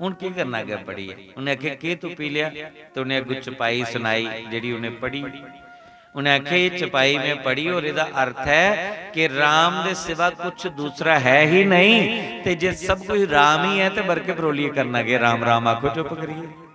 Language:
Dogri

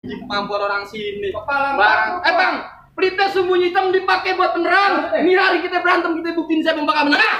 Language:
Betawi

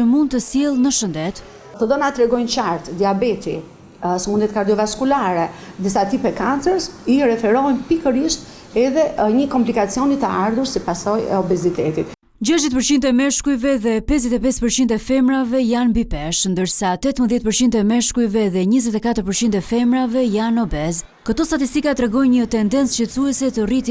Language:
Albanian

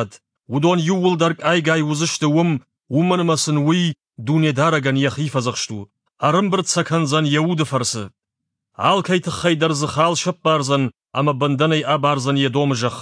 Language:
Ossetic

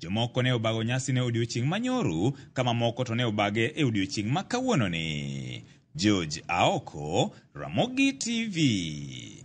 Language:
Luo (Kenya and Tanzania)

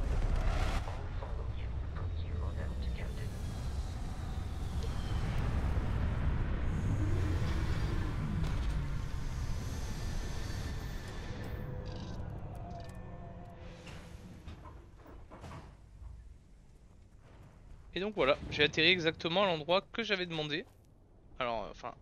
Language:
French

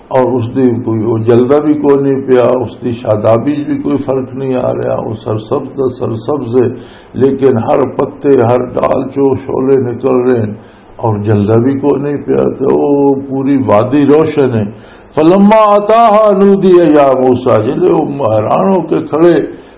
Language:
Western Panjabi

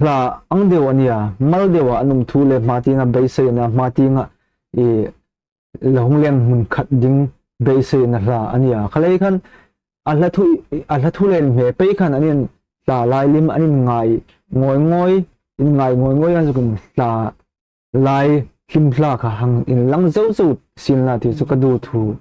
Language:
Hmar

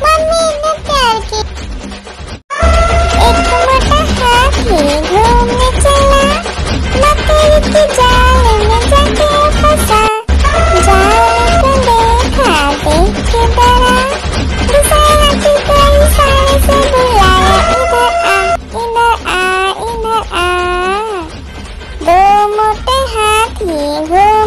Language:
Hindi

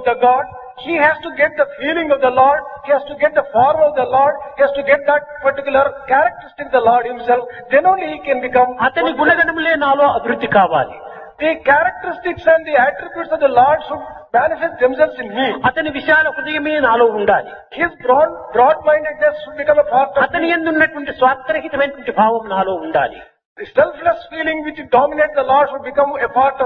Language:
Telugu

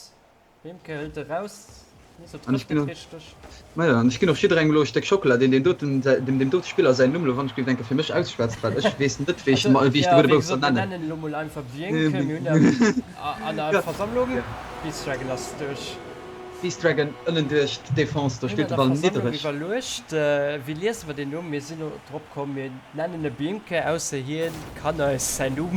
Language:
Luxembourgish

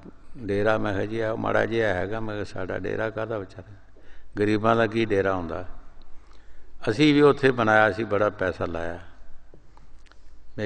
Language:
Punjabi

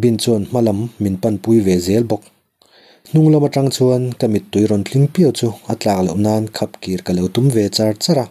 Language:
Mizo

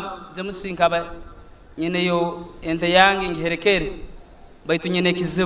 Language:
Nyankole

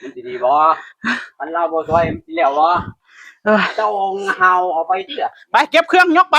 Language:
Northeastern Thai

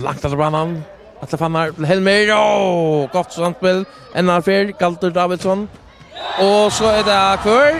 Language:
Faroese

